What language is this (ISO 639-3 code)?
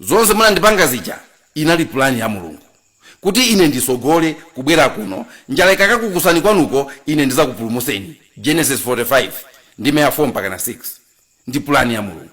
nya